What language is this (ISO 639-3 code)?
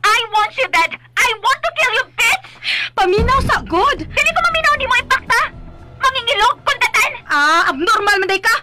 ceb